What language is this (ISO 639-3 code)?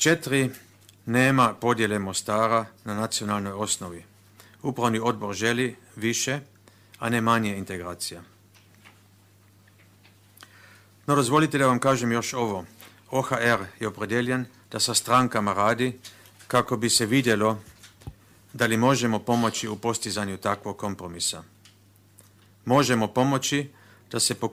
bos